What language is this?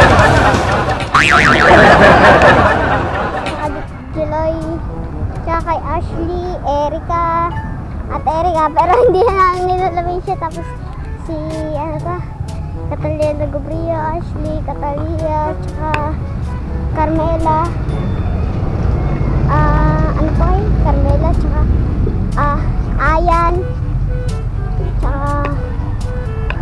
Filipino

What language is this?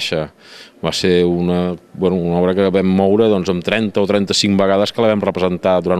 Catalan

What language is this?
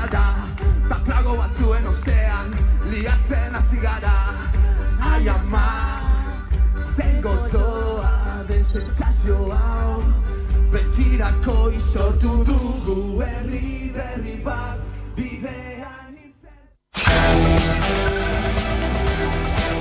Basque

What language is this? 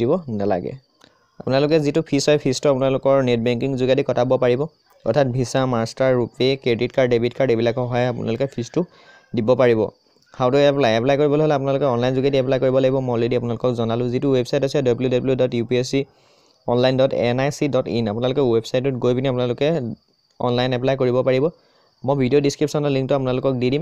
Assamese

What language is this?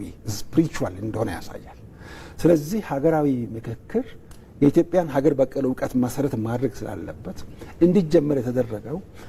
Amharic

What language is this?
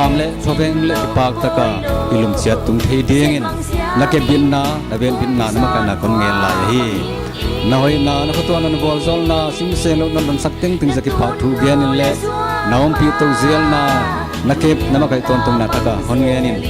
Paite Chin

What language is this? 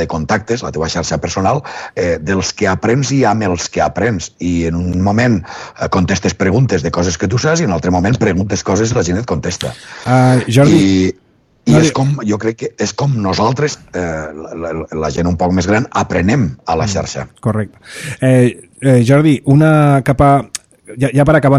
Catalan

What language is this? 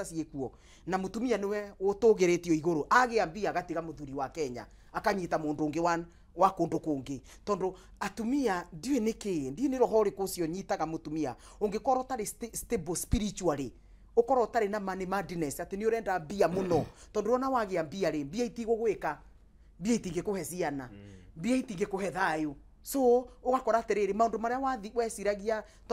Kikuyu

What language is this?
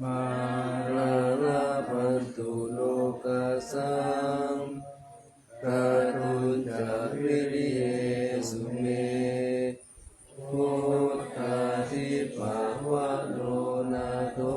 Pali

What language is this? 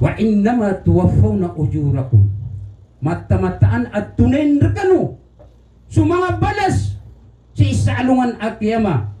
Maranao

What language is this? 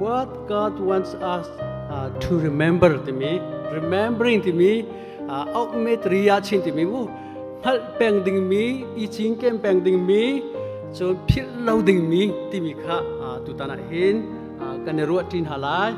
Hakha Chin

